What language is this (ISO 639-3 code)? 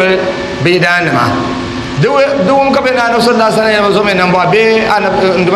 dag